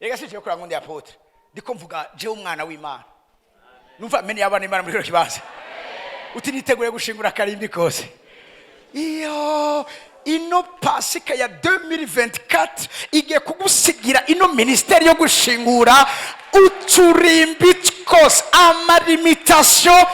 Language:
Rundi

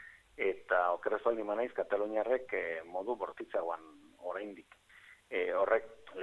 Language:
Basque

